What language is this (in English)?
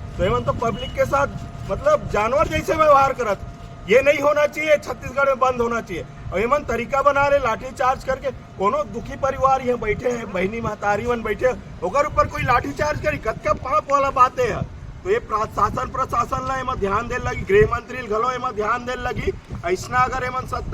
Chhattisgarhi